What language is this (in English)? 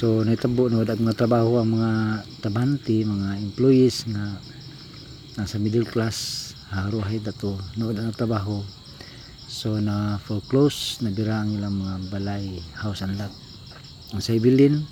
Cebuano